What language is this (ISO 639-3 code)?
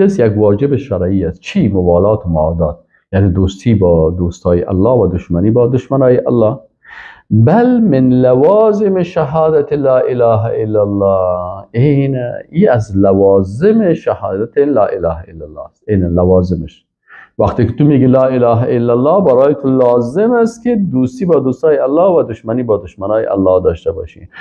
fas